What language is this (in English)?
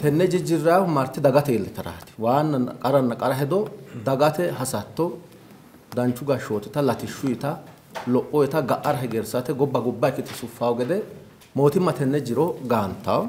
Sidamo